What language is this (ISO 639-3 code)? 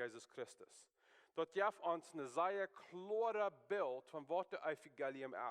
pdt